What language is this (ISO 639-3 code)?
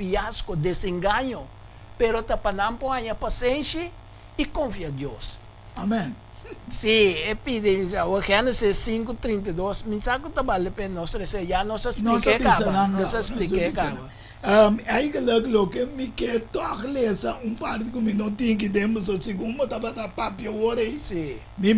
pap